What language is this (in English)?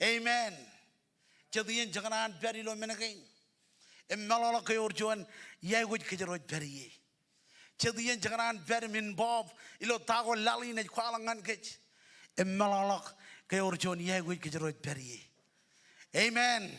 Marshallese